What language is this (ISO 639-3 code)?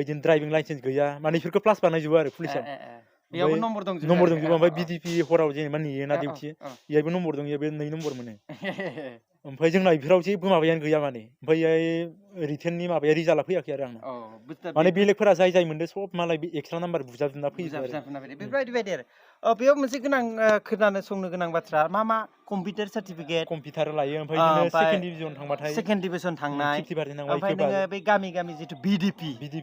brx